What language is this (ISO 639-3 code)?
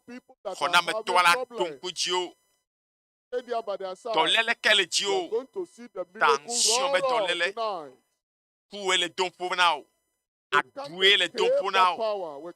ewe